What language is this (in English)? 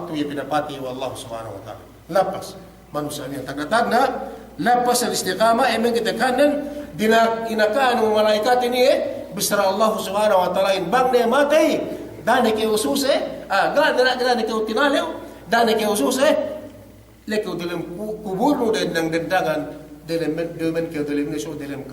Yakan